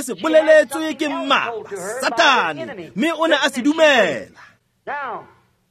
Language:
Tswana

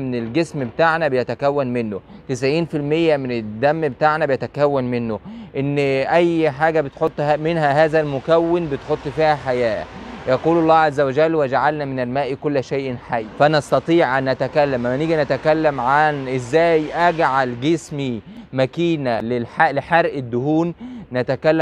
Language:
Egyptian Arabic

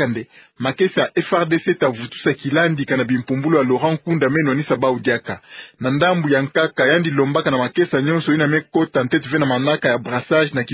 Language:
Kituba (Democratic Republic of Congo)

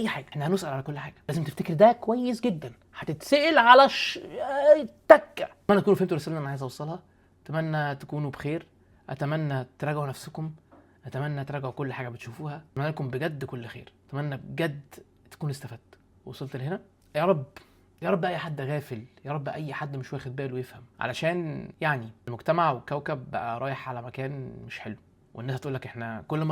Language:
Egyptian Arabic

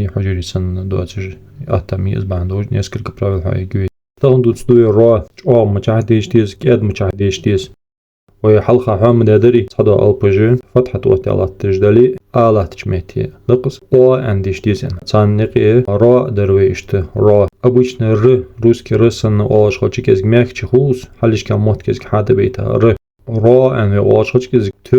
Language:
Ingush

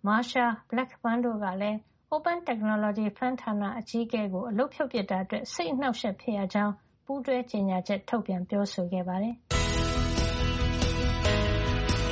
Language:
Burmese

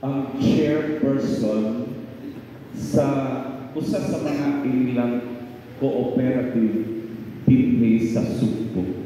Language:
Cebuano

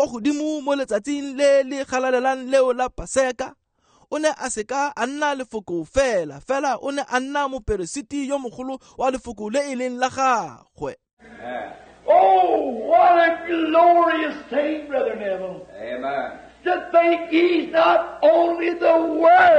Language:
Tswana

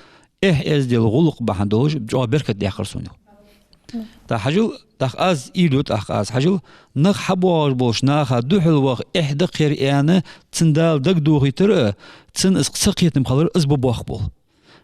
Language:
Ingush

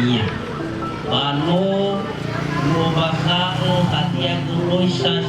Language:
Nias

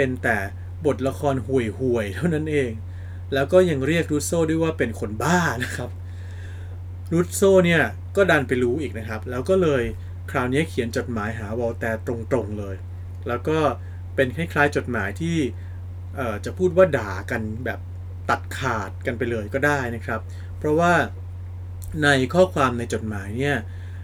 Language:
Thai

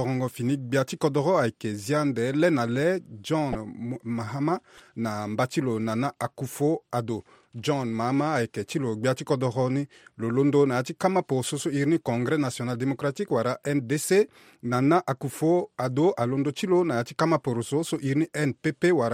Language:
Sango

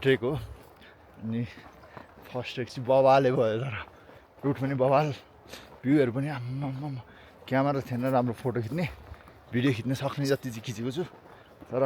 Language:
Nepali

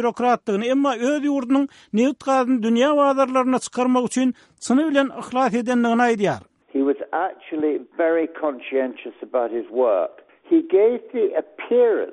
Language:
Turkmen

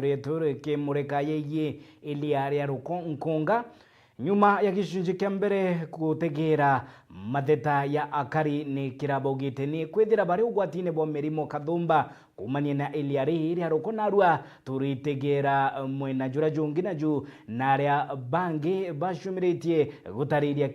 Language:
Meru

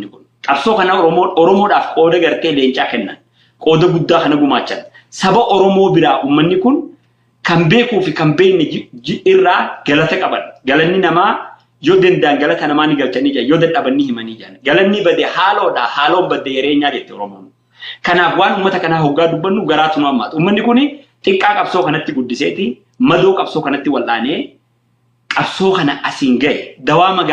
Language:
Oromo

